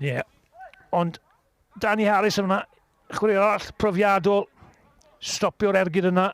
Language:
Welsh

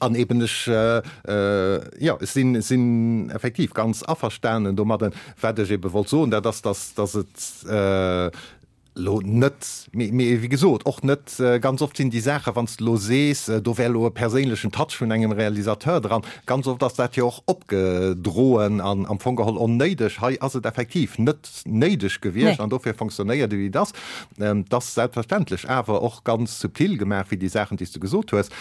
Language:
Luxembourgish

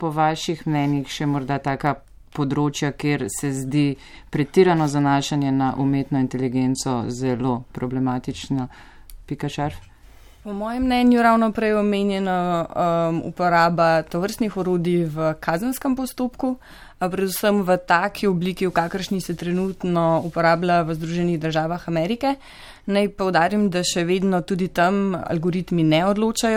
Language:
Slovenian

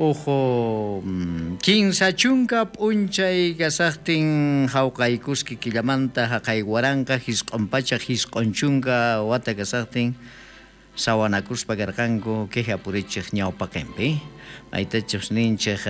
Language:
South Bolivian Quechua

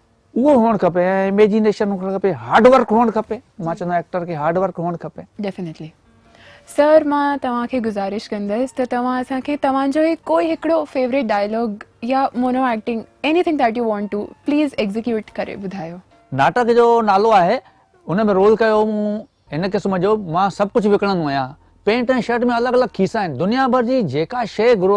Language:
Sindhi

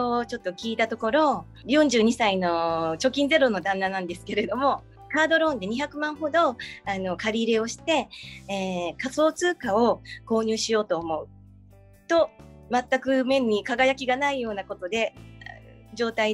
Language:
Japanese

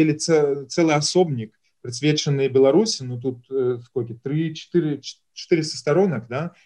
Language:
Belarusian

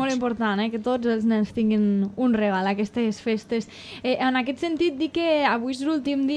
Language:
Catalan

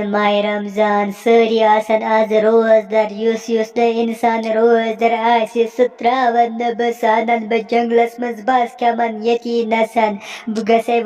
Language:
Kashmiri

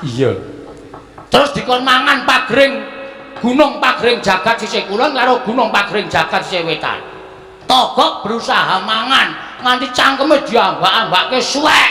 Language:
Javanese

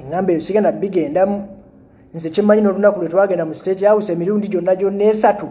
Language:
Ganda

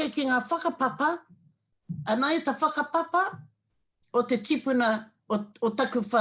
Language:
Māori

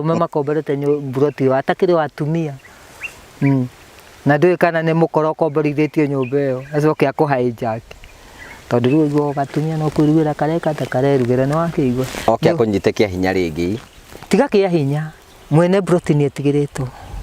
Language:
Kikuyu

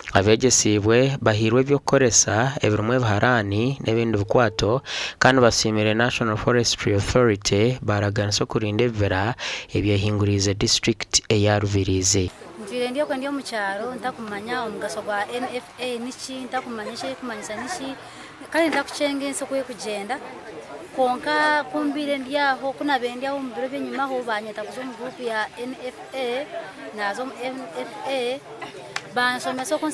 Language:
Nyankole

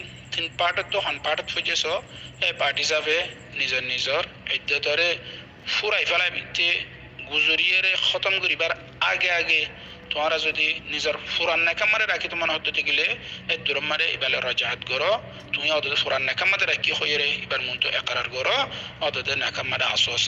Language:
Rohingya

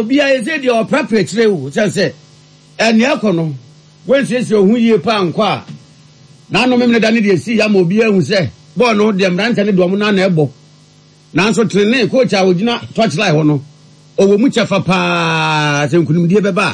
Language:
Akan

